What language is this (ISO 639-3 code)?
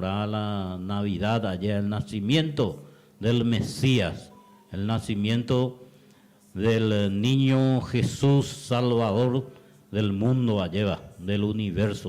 grn